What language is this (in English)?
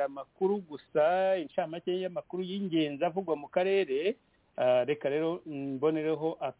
Kinyarwanda